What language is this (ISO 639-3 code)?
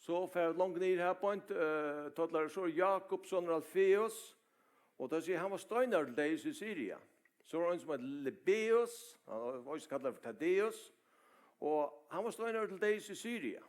fao